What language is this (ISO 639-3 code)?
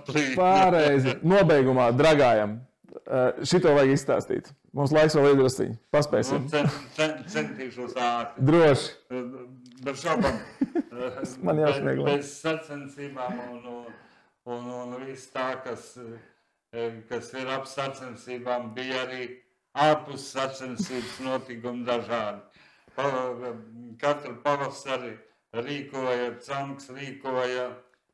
lav